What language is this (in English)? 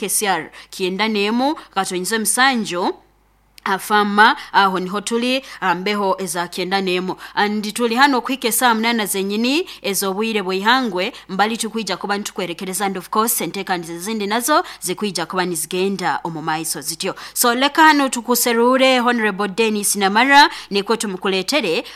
Nyoro